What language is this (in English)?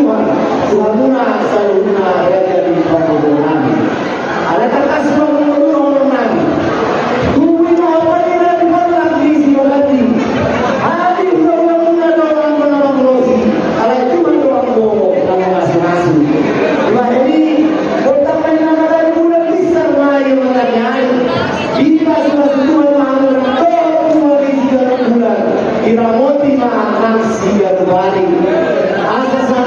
Batak Toba